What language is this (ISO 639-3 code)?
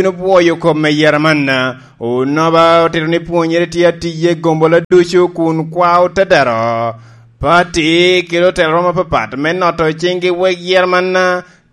laj